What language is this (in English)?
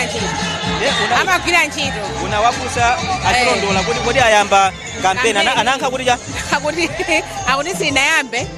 Nyanja